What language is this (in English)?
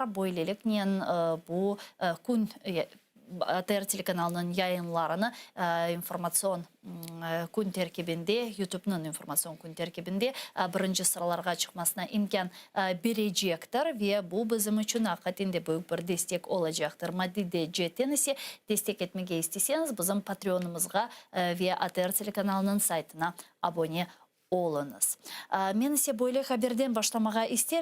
Crimean Tatar